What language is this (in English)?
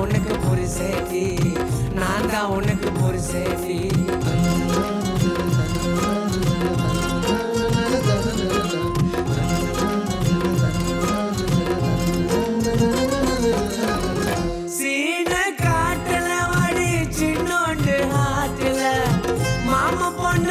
Tamil